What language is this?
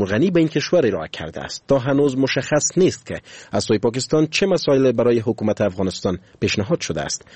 Persian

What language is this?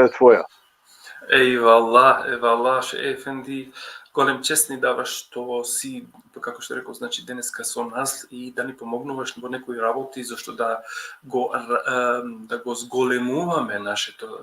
Balkan Romani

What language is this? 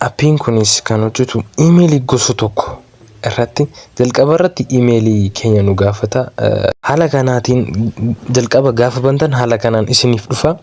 Oromo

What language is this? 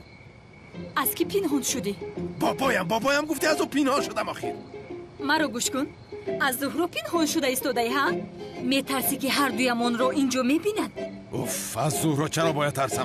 Tajik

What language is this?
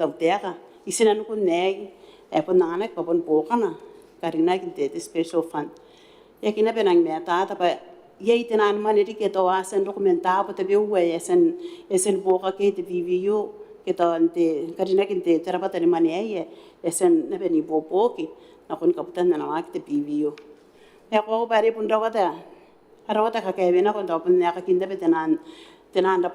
Gilbertese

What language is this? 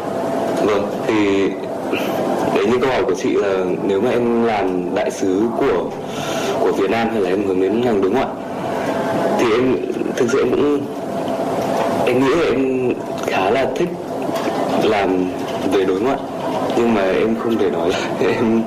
Vietnamese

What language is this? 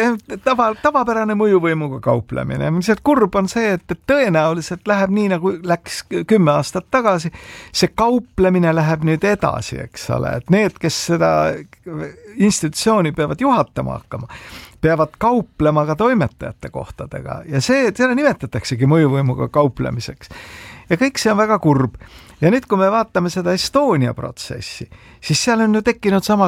Estonian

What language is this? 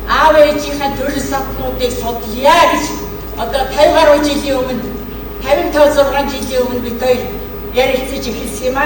Mongolian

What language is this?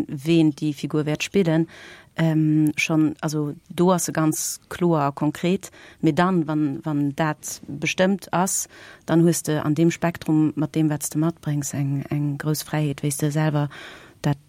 Luxembourgish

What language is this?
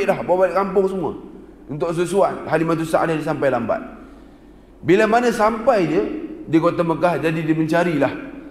Malay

